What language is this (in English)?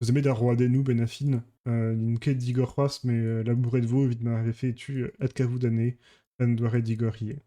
Breton